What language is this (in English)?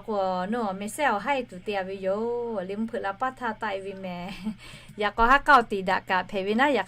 Lahu